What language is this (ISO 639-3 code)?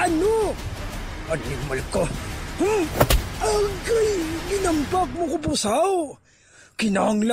hil